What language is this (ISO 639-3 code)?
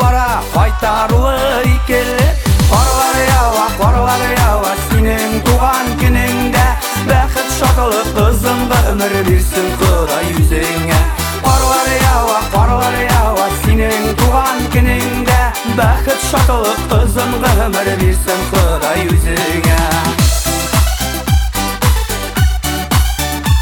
kaz